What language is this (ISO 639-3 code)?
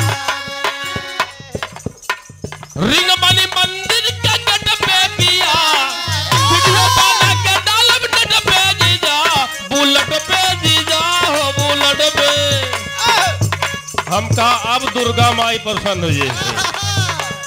bho